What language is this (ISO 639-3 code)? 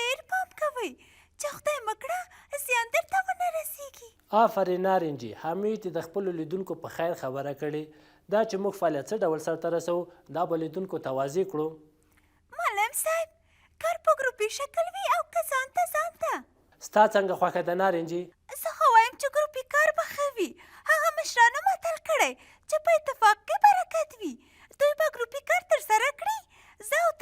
pus